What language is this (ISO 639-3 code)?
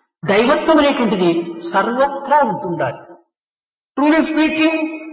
tel